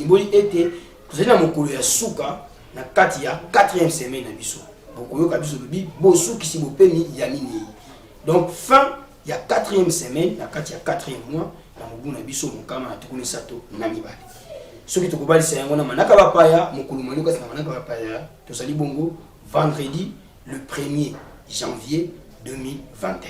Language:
Lingala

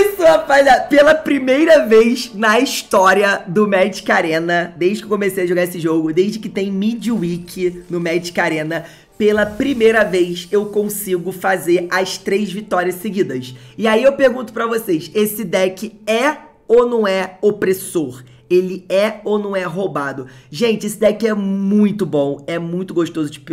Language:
Portuguese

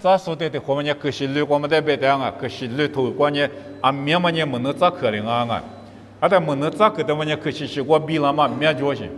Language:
Lisu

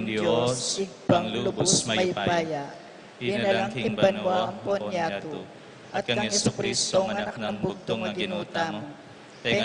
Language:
Pampanga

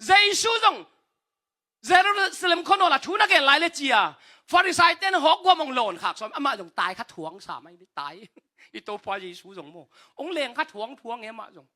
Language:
Tedim Chin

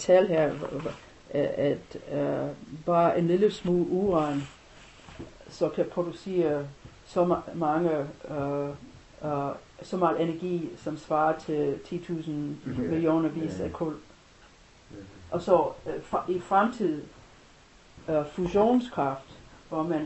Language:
Danish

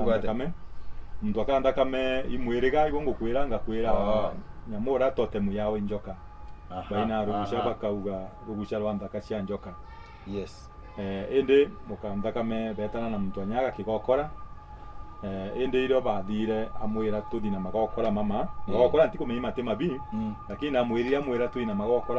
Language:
Meru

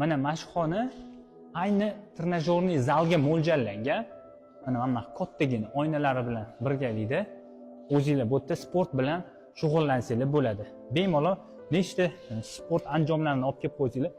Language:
Uzbek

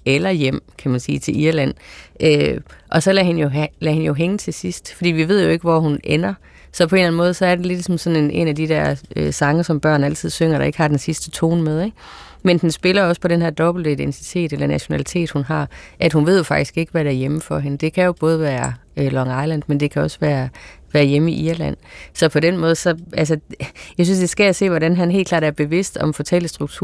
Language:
Danish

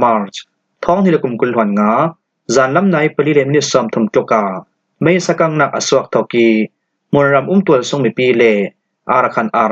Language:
Falam Chin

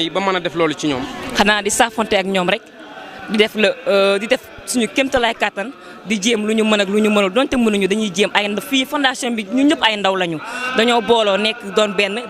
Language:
Wolof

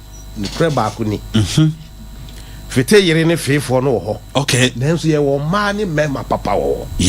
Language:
Akan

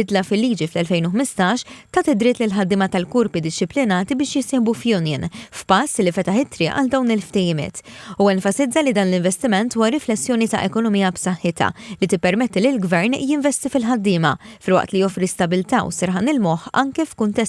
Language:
Maltese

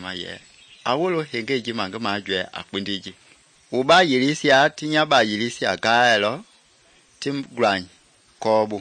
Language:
Mende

